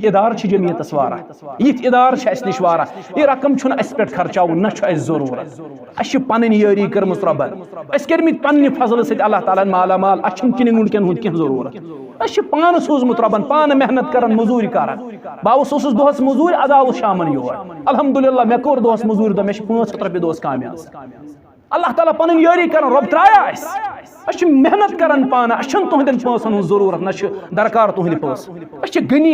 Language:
Kashmiri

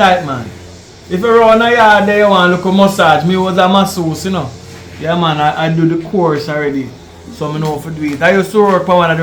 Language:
Jamaican Creole English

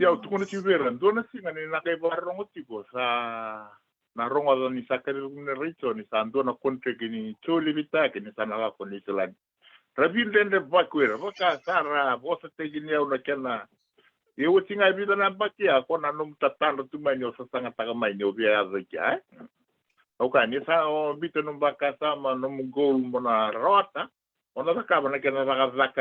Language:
Fijian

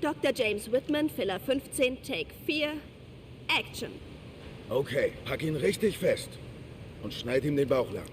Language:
Bavarian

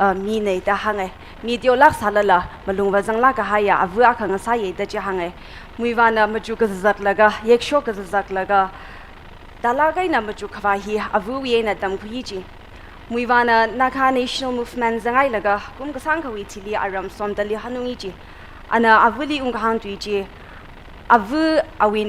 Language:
Tangkhul Naga (India)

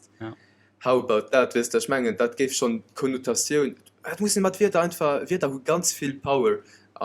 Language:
Luxembourgish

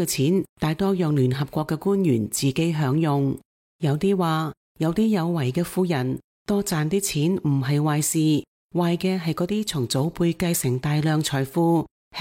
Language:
Cantonese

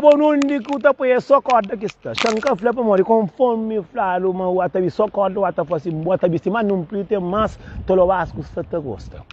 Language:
Kabuverdianu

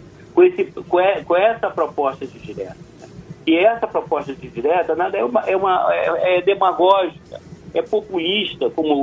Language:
Portuguese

